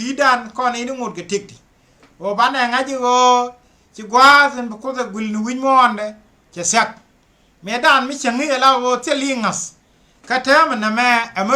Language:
Nuer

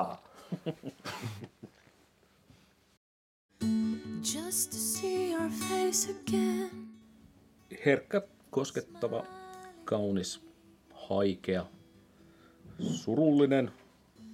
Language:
Finnish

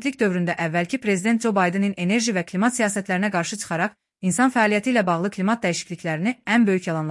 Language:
Azerbaijani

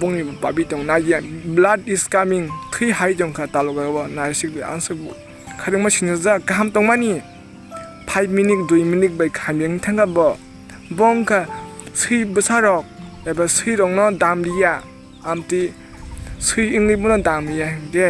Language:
Kok Borok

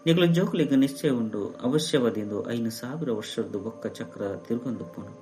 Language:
Tulu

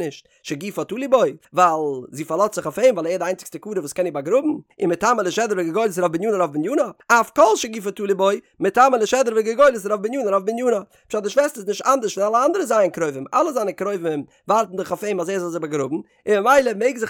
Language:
Yiddish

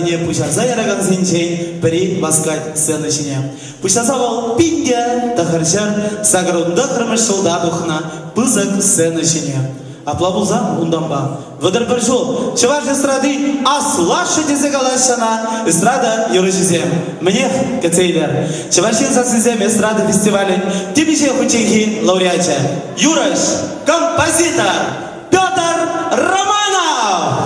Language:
Chuvash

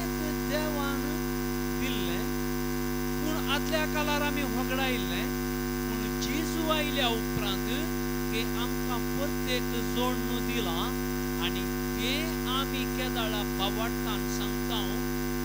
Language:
Konkani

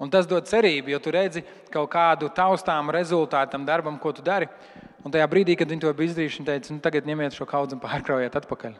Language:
Latvian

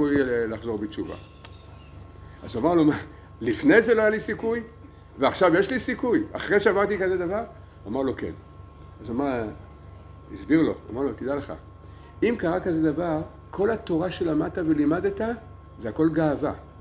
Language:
Hebrew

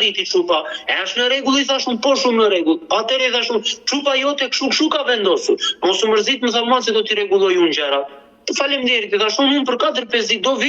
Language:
Albanian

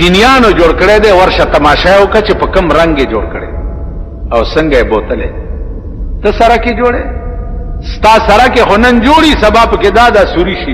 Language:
Pashto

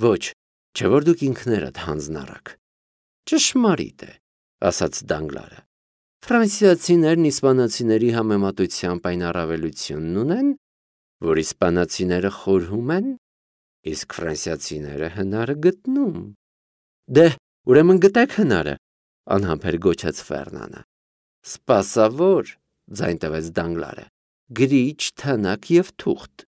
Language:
Armenian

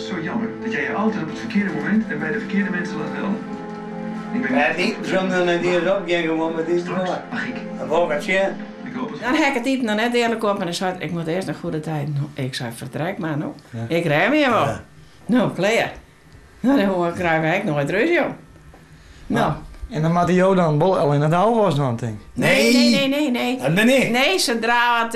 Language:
Western Frisian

